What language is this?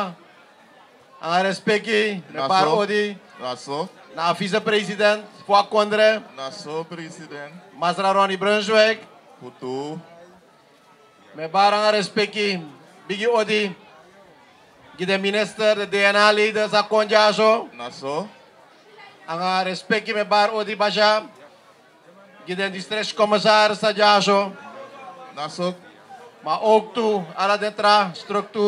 Dutch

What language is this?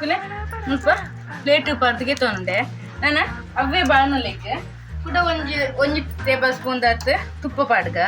Tulu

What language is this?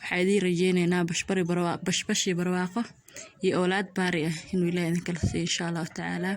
Somali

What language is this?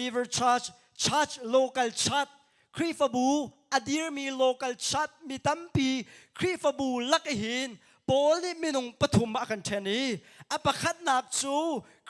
Hakha Chin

